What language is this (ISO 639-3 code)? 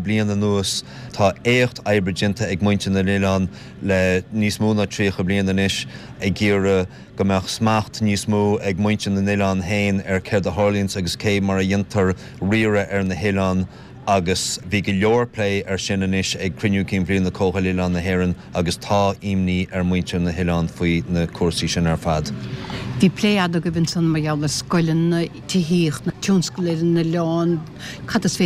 gle